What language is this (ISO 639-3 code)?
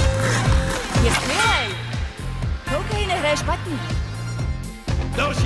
ces